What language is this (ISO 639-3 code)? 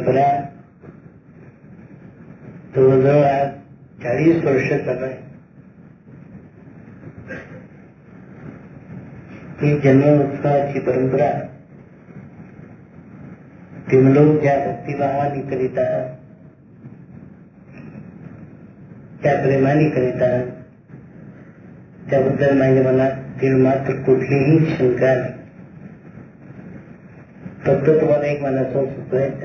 mar